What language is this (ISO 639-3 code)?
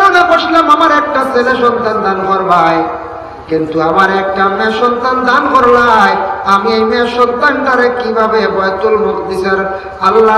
syl